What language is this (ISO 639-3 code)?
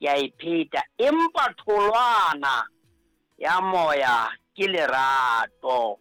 sot